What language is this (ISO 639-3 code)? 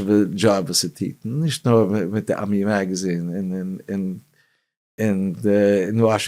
yid